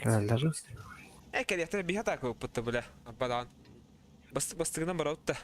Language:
Yakut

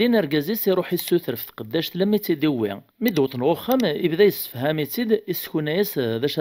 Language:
Kabyle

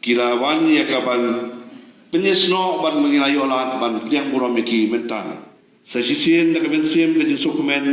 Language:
Khasi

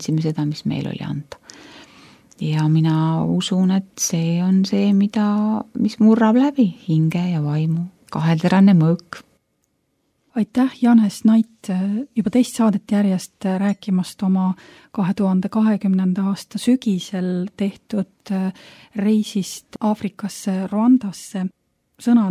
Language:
Estonian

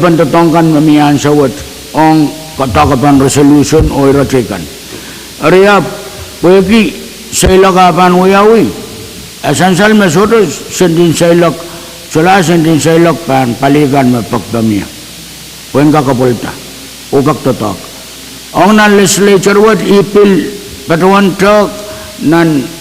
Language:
Pohnpeian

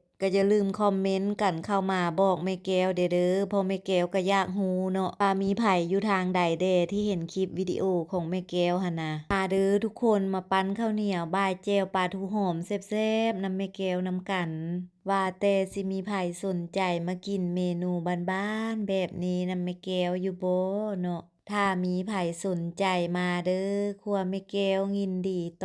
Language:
Lao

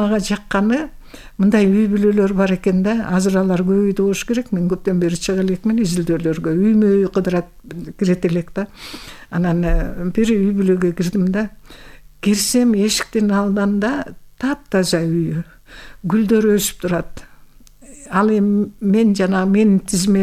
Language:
Kyrgyz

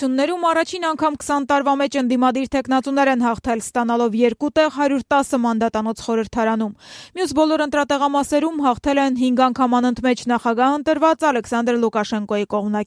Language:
Armenian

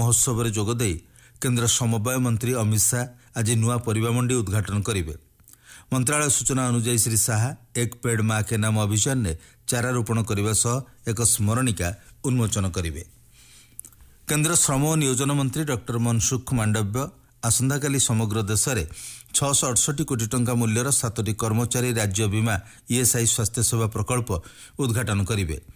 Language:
Odia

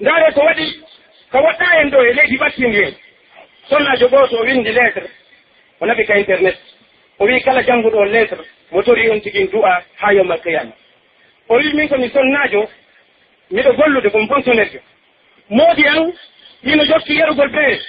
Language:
Pular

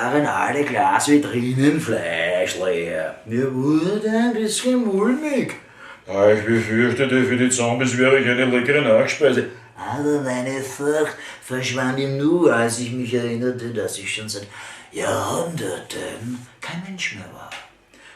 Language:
Bavarian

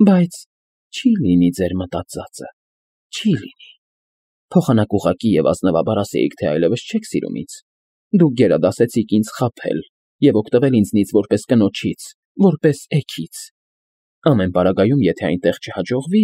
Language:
Armenian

